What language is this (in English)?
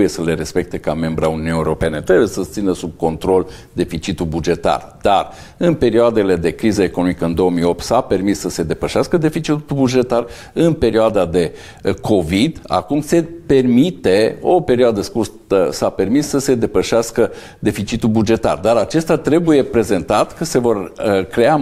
Romanian